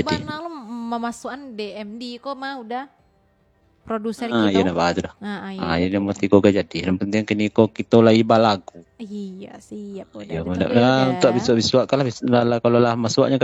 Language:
Minangkabau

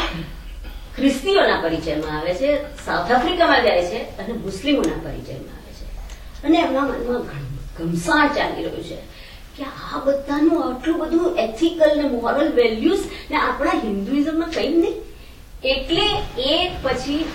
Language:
Gujarati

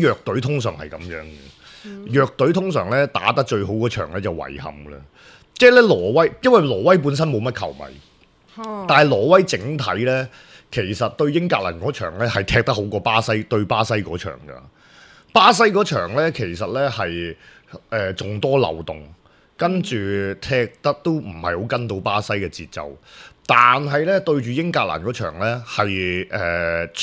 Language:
Cantonese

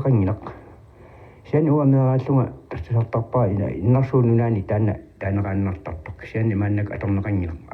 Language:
Kalaallisut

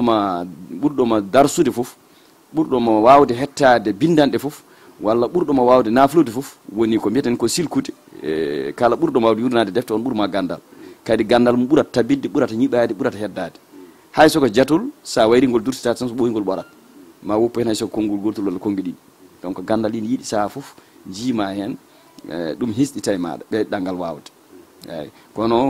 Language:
Fula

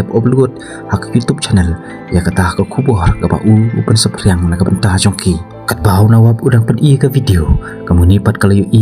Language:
Khasi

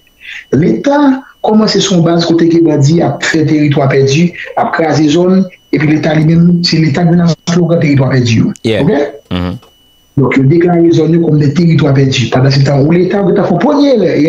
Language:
Haitian Creole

